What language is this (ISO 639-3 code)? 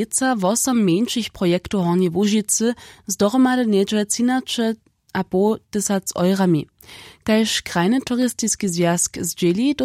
hsb